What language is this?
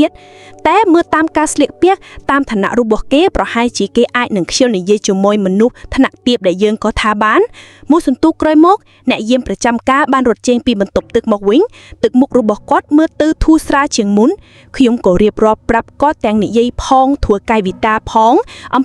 Khmer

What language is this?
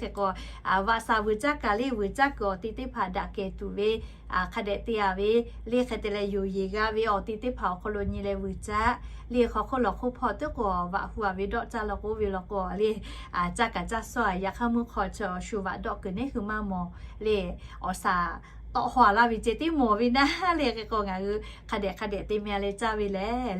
Lahu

